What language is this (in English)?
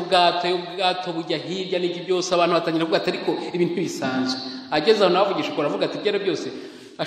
Kinyarwanda